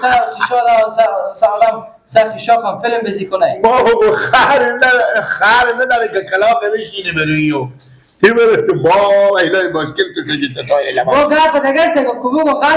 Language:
Persian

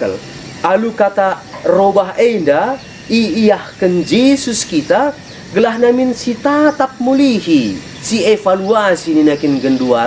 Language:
Batak Karo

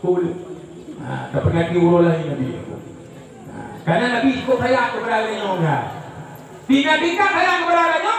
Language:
Achinese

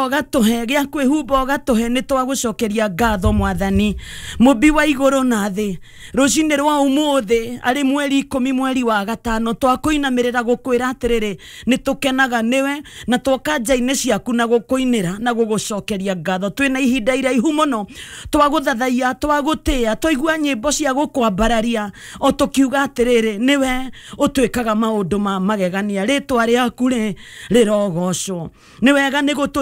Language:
Kikuyu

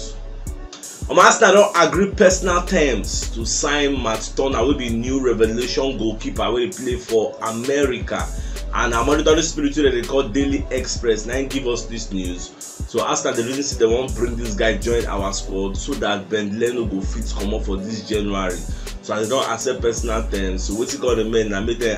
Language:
Nigerian Pidgin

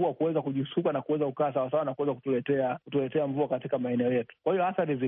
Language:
Swahili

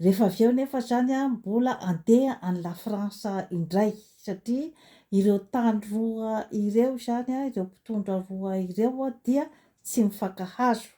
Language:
Malagasy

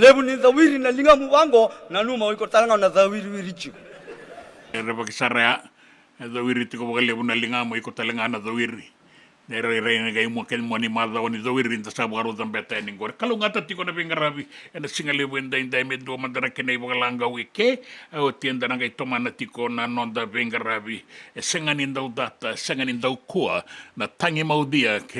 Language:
Fijian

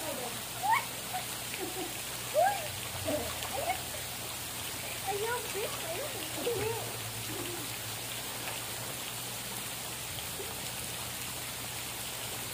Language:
Filipino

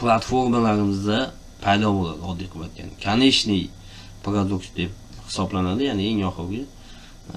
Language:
Uzbek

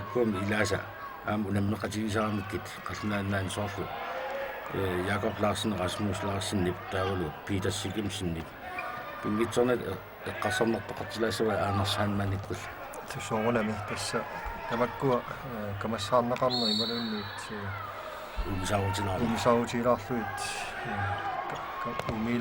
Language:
Kalaallisut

